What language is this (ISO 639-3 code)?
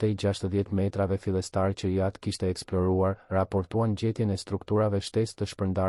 sqi